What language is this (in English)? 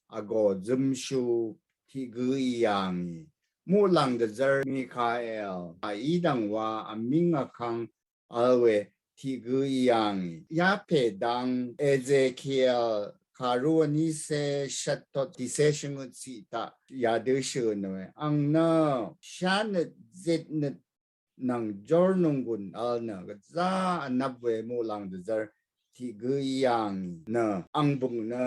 Rawang